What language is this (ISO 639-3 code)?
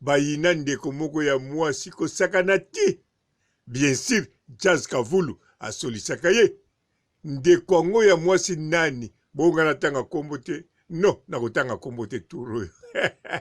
lin